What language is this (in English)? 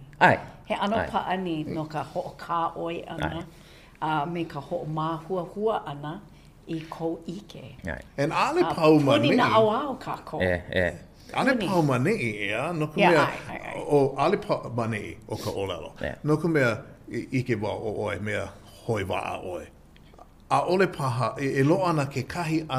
Hawaiian